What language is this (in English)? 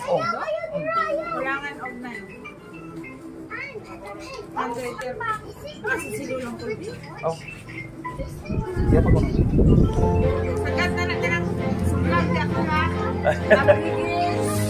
Filipino